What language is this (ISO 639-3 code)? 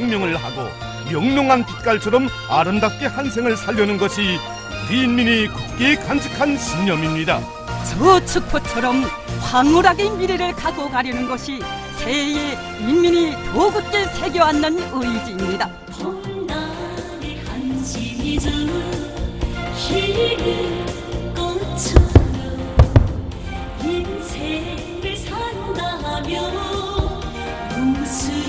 kor